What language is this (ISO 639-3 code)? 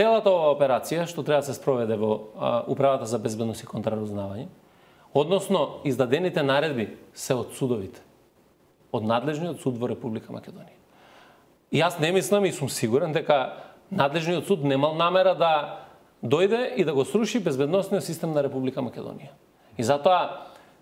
mkd